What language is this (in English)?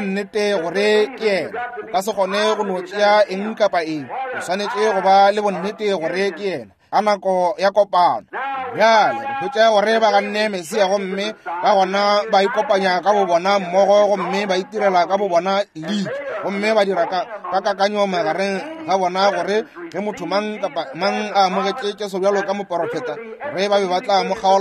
Northern Sotho